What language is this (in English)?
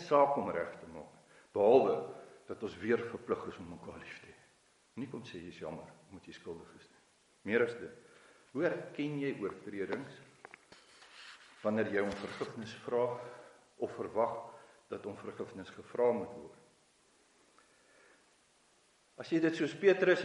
Afrikaans